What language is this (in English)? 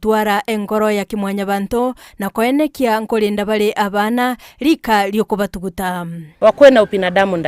Gusii